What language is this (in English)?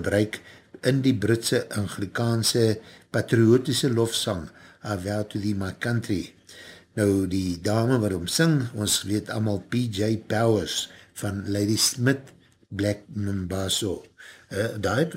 Afrikaans